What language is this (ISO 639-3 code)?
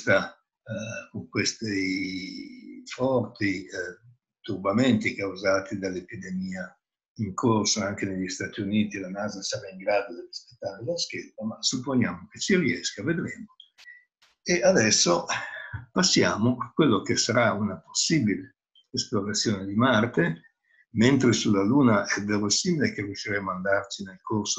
ita